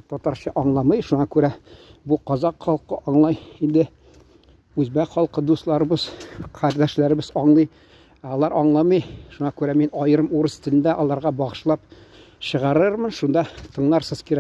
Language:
Tatar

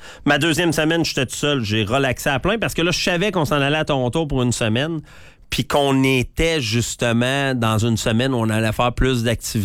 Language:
French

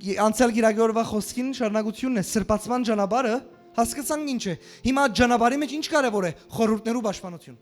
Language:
Western Armenian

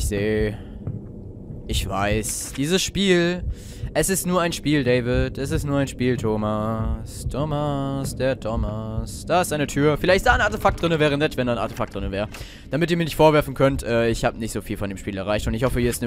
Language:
German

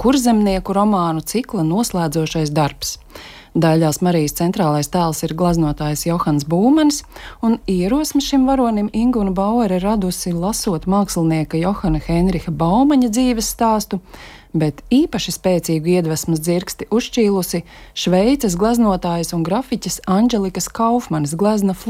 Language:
Latvian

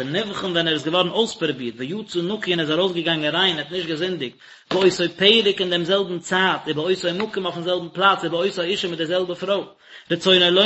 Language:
Yiddish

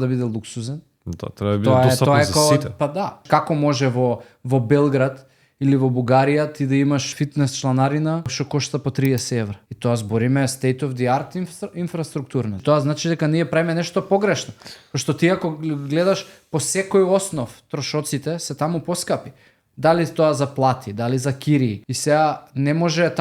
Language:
Macedonian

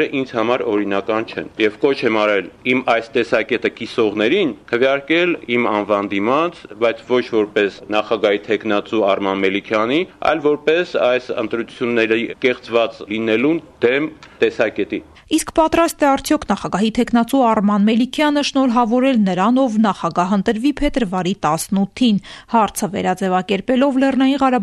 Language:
Armenian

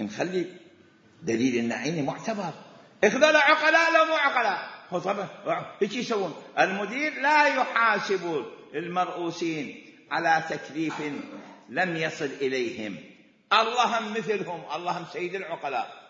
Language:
Mesopotamian Arabic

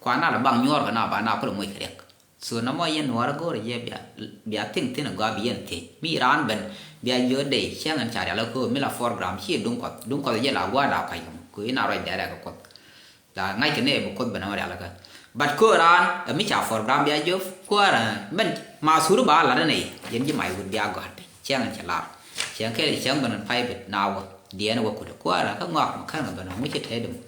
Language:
Nuer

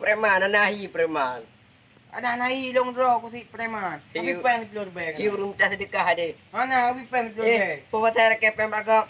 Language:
Achinese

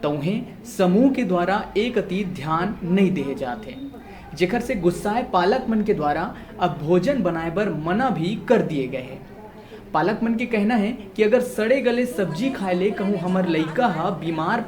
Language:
Chhattisgarhi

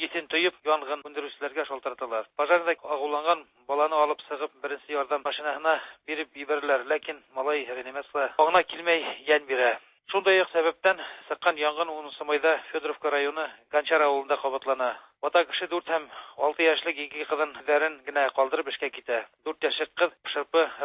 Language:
Tatar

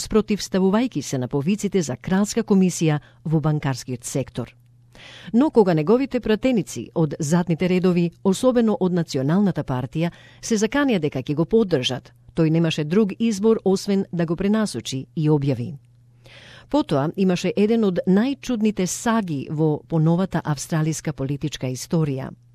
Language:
Macedonian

